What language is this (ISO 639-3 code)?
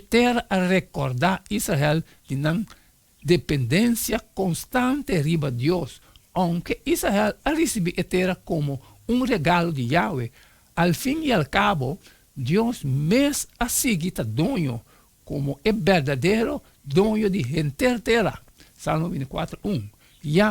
pap